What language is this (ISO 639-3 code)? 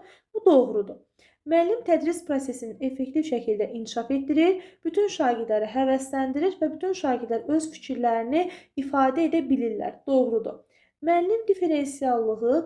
aze